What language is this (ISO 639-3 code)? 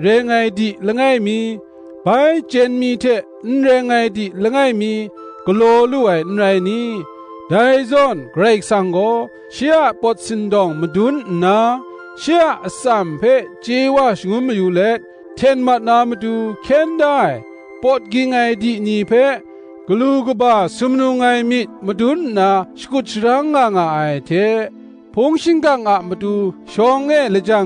kac